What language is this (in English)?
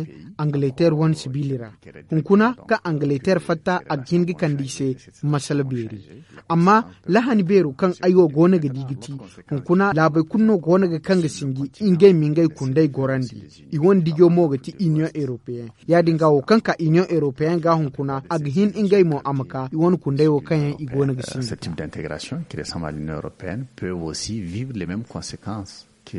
Zarma